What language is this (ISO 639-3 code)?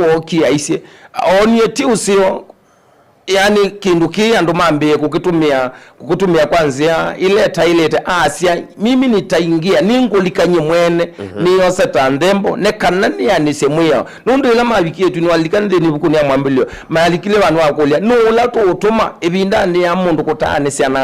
kam